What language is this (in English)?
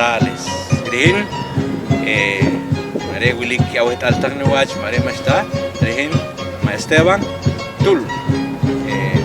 Poqomchi'